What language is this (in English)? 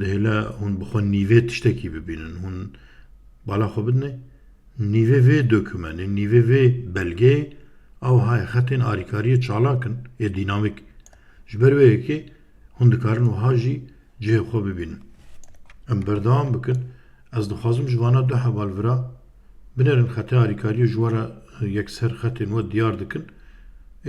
Kurdish